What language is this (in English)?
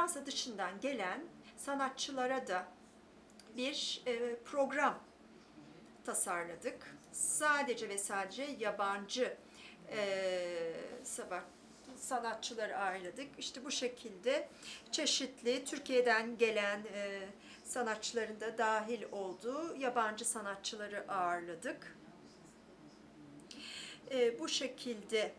Turkish